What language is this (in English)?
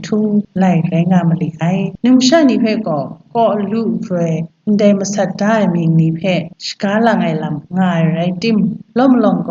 Kachin